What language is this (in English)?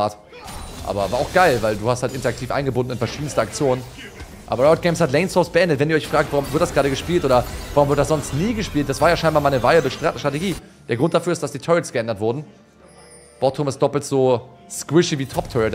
German